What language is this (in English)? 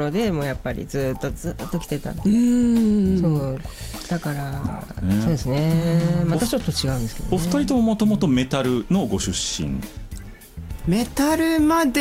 Japanese